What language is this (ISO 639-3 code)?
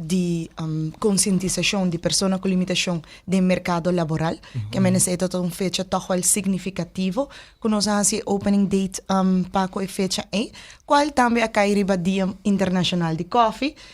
pap